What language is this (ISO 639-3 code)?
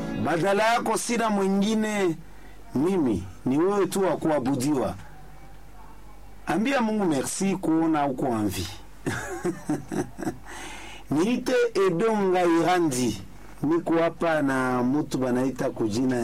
swa